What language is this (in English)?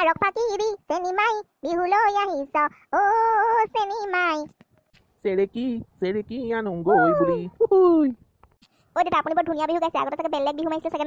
Assamese